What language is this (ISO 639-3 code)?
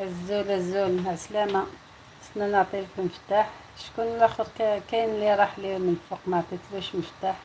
arq